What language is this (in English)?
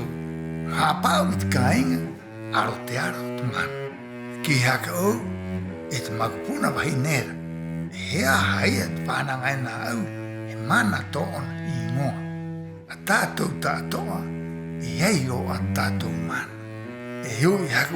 Rapanui